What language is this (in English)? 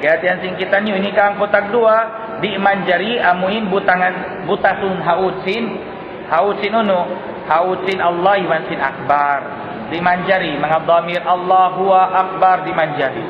Tausug